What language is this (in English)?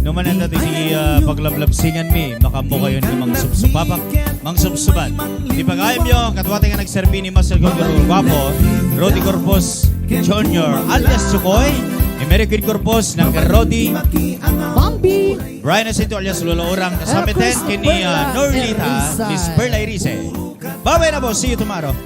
Iloko